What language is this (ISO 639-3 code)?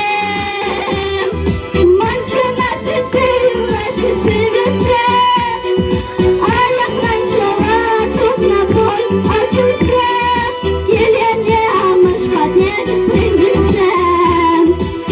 chv